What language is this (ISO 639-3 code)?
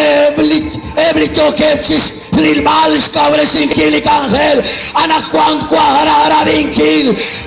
kek